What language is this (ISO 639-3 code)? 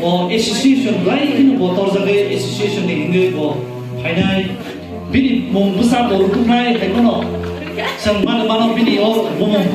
trp